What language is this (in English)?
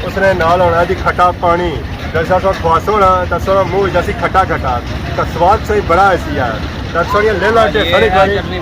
Pahari-Potwari